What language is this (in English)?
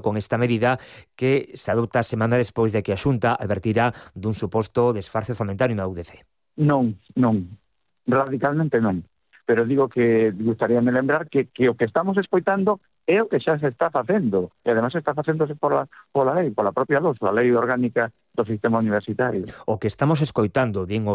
Galician